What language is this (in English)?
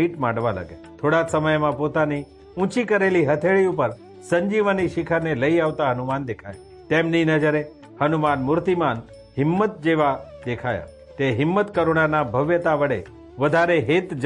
Gujarati